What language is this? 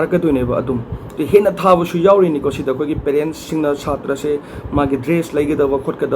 Manipuri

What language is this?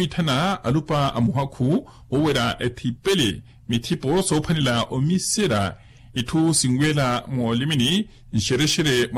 Makhuwa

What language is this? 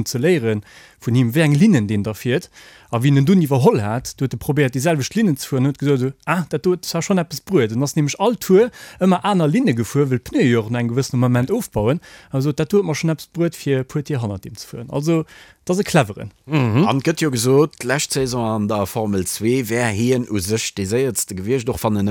Luxembourgish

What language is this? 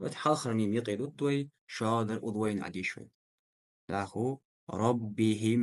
Ingush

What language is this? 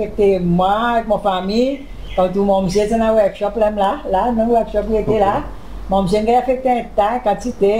Seselwa Creole French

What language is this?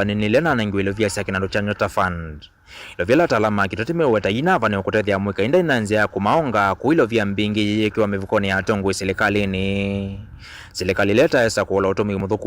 Kamba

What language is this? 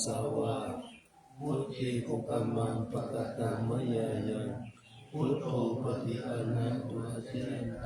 Pali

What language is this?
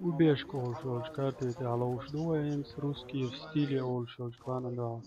Chechen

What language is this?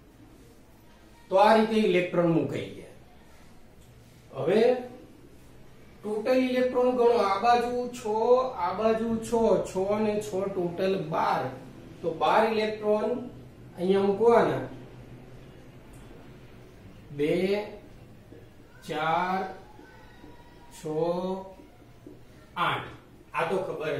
Gujarati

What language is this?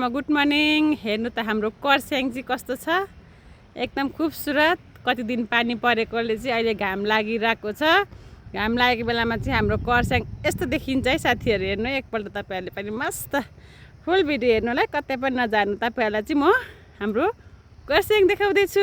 Nepali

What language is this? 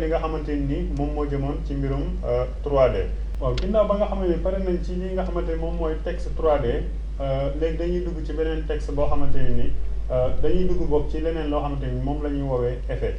Wolof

